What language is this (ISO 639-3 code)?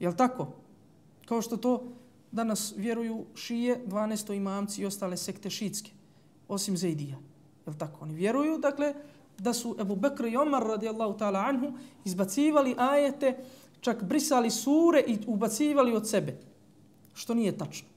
bos